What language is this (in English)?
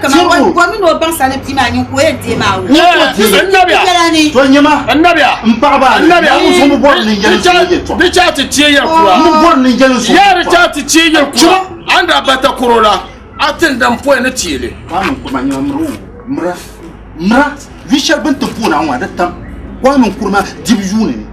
Dagbani